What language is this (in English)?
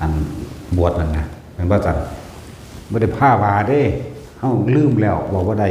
Northeastern Thai